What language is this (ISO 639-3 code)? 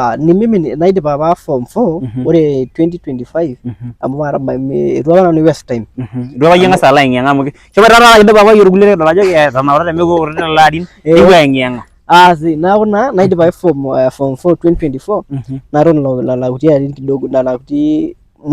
mas